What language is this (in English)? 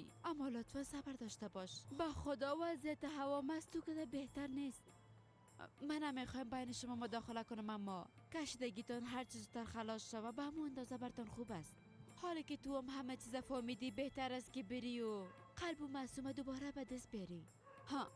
Persian